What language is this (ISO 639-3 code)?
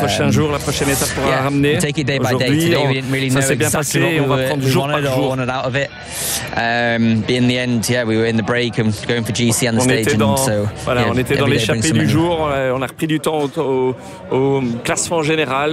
fra